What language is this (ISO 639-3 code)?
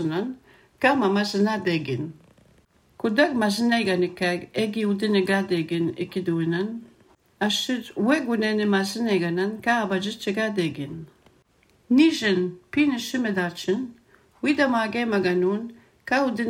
lav